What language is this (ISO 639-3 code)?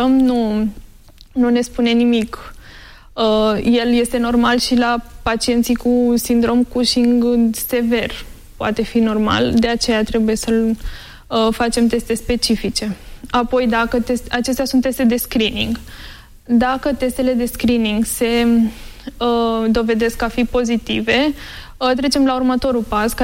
ron